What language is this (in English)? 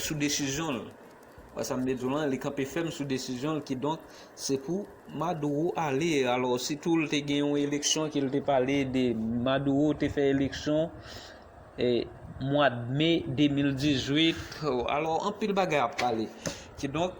Haitian Creole